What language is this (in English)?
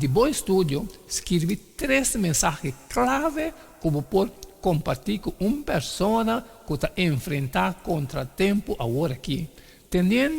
Papiamento